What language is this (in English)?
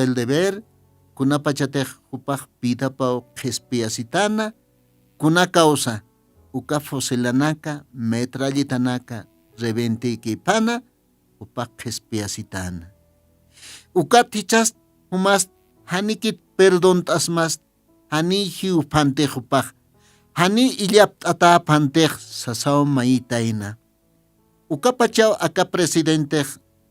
Aymara